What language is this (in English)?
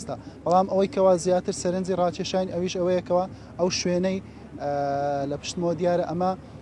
Central Kurdish